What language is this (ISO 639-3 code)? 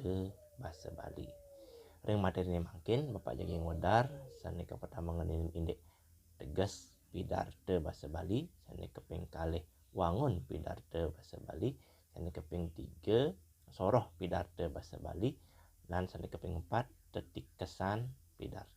ban